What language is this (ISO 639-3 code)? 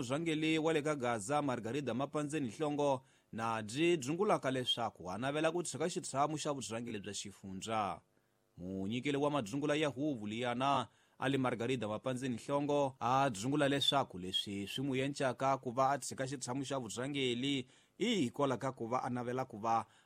tso